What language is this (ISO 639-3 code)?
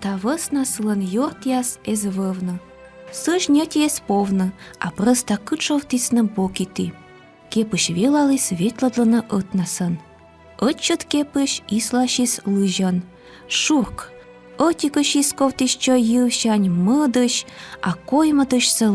kom